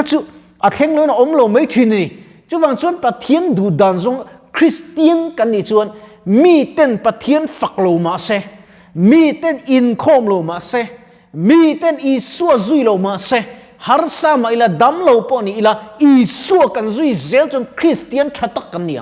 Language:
Mizo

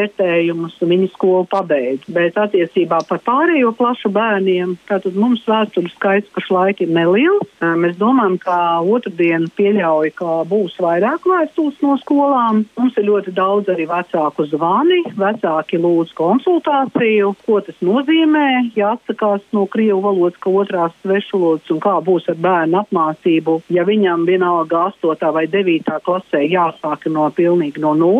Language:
Latvian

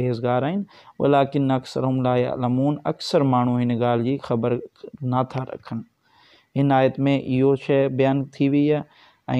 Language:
Sindhi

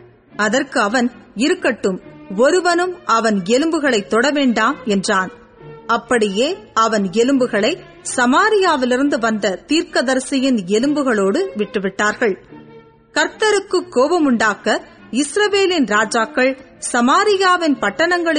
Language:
Tamil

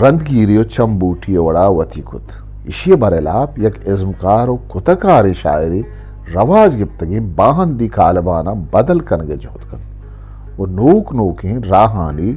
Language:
Eastern Balochi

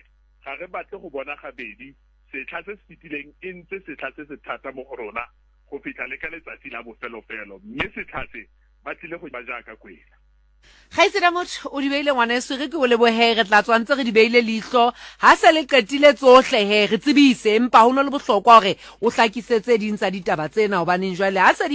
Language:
Tswana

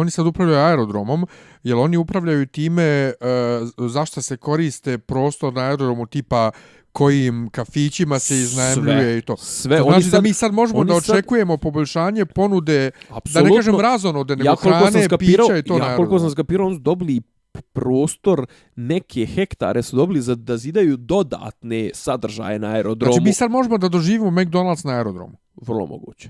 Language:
Bosnian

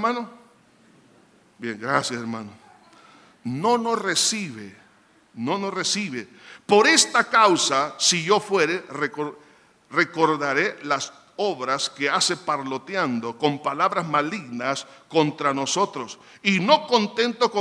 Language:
Spanish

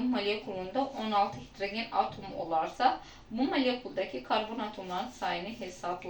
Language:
Azerbaijani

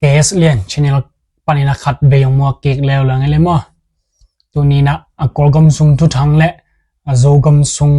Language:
Tedim Chin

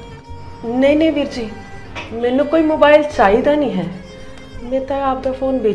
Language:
Punjabi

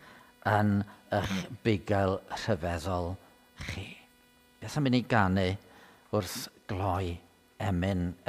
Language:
Welsh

